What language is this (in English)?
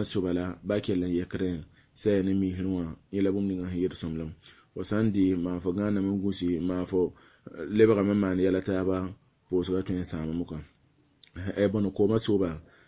Mossi